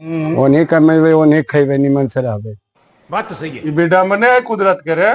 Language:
Magahi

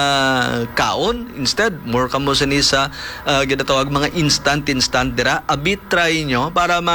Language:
Hiligaynon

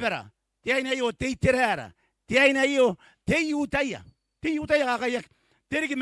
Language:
Gilbertese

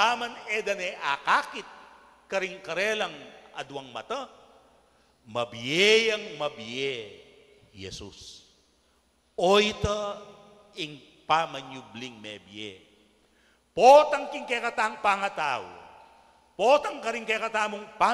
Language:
Pampanga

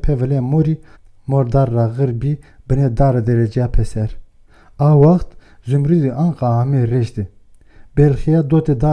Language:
Zaza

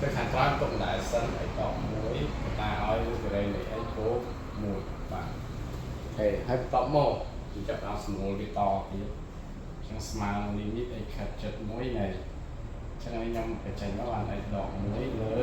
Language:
Khmer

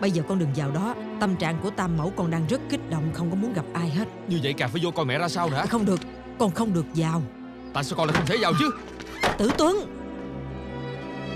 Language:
Vietnamese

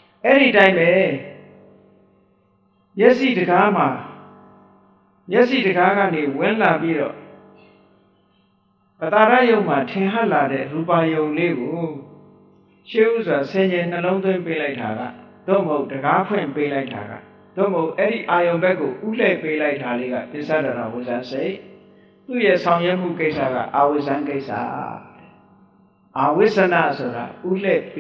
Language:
Burmese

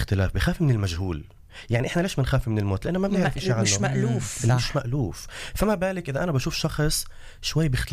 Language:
North Levantine Arabic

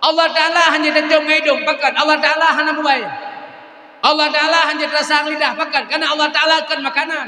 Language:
Achinese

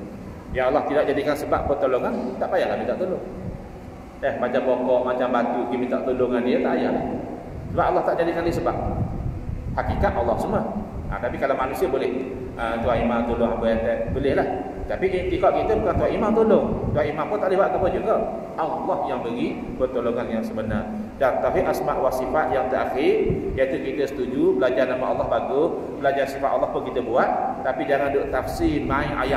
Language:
Malay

